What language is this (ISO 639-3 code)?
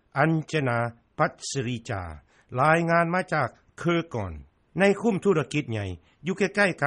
lao